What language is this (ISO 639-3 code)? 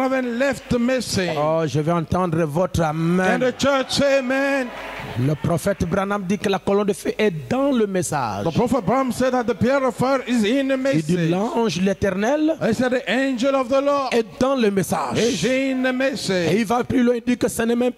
fra